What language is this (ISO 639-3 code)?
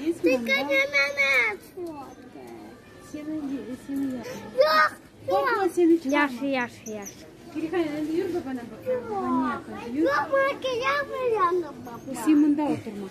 crh